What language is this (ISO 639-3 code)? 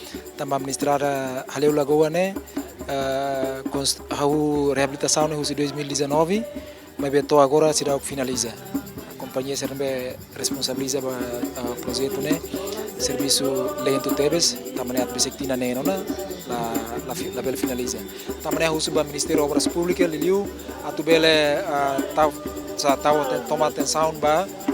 tet